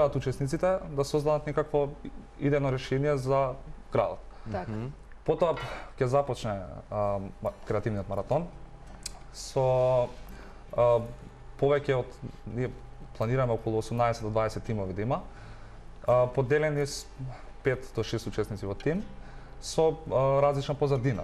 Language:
Macedonian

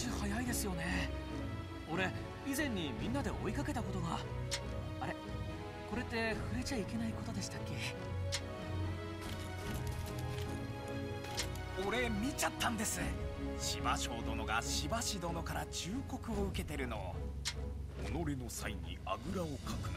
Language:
Japanese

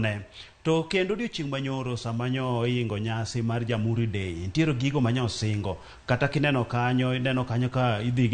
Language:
Luo (Kenya and Tanzania)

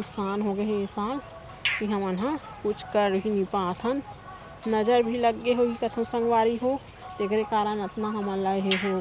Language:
Chhattisgarhi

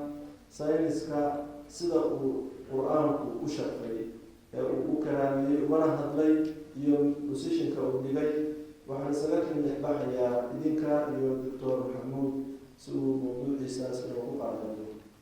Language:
Somali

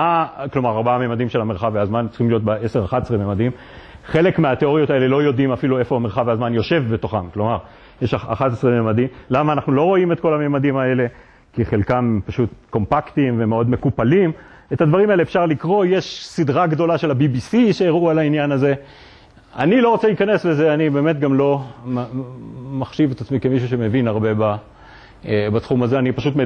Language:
Hebrew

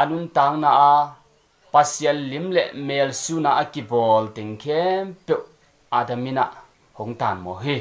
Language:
Tedim Chin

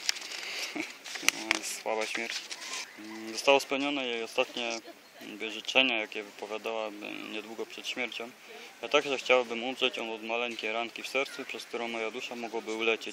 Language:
Polish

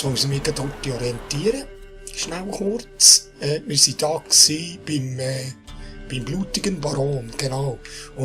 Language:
Swiss German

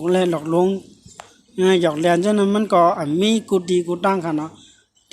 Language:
Shan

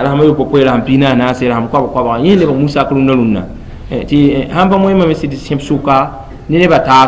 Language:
Mossi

